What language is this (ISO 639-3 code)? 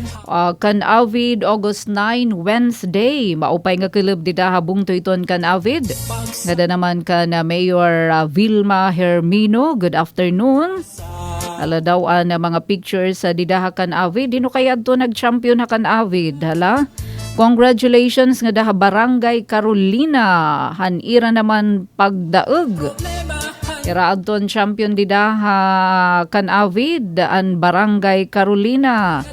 war